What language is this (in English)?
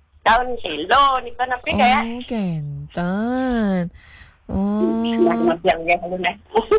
Balinese